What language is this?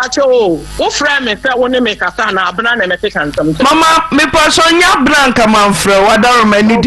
Akan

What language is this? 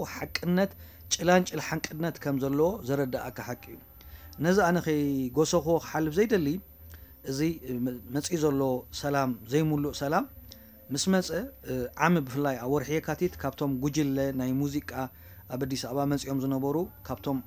Tigrinya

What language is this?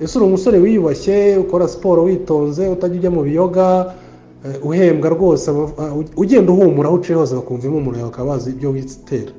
Kinyarwanda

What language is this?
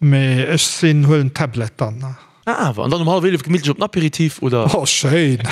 Luxembourgish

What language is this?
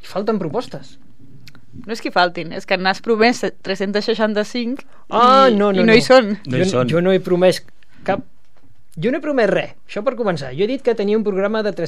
Catalan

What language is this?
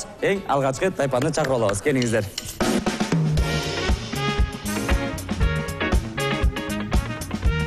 Kyrgyz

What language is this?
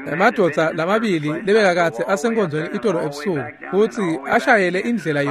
Swati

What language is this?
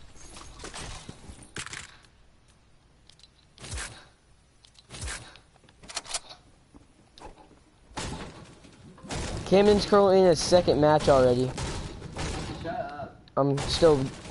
English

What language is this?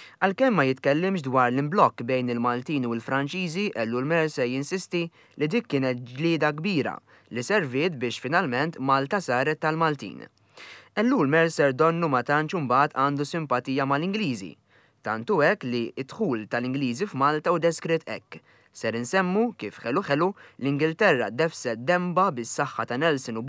Maltese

